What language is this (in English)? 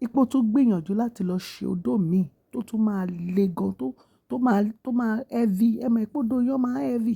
Yoruba